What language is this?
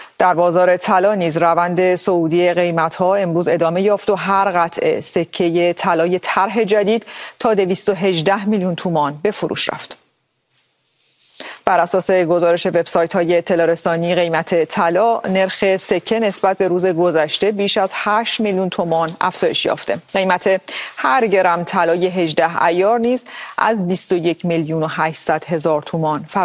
Persian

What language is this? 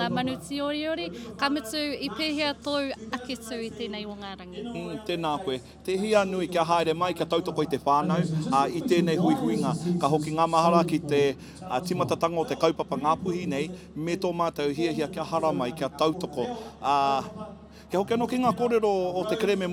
Māori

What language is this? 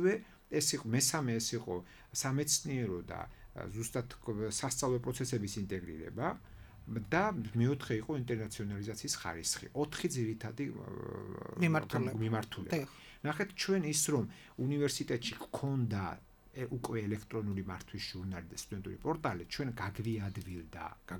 Georgian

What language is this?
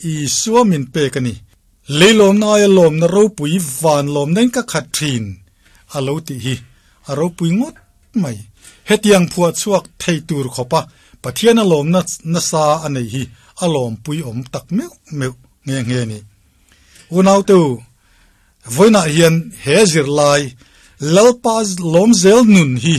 Mizo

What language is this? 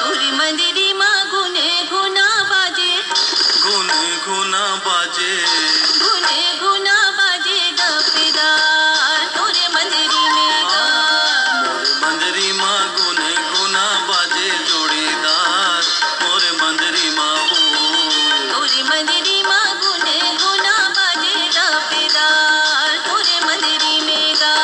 Chhattisgarhi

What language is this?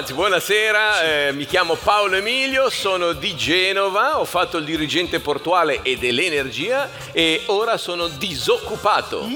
Italian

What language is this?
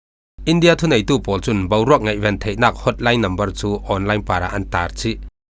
Falam Chin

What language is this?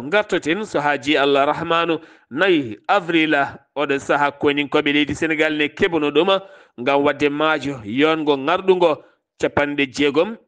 Fula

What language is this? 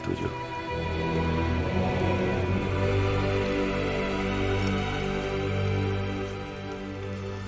Spanish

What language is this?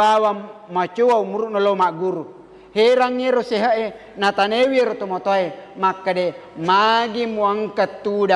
Buginese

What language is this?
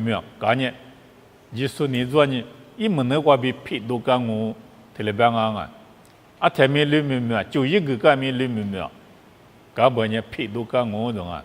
Lisu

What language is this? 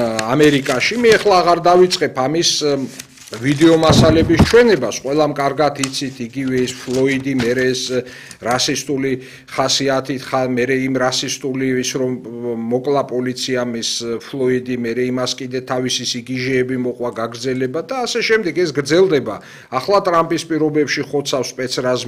Georgian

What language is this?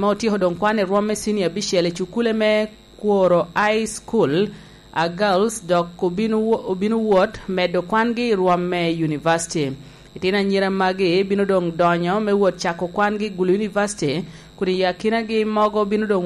Lango (Uganda)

